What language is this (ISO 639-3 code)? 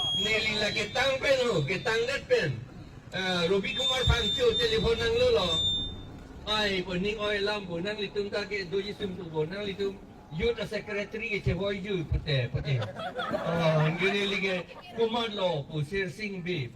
mjw